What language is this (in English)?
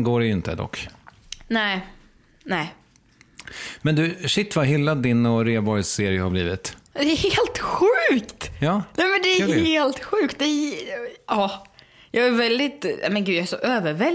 Swedish